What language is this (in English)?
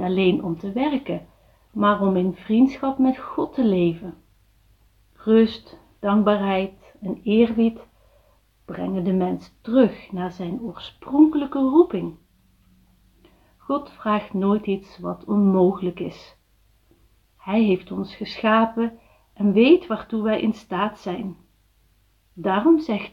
Dutch